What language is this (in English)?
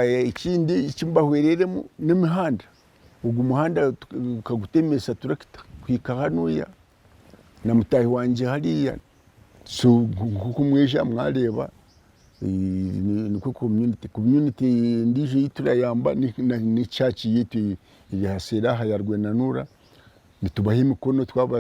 Nyankole